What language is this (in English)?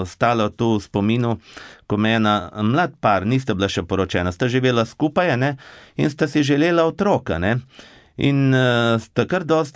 Slovenian